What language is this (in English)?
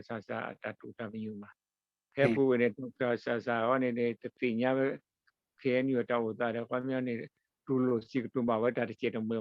S'gaw Karen